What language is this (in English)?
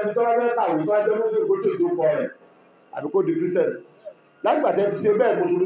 Yoruba